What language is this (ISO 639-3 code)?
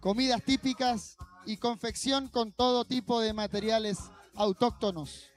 rap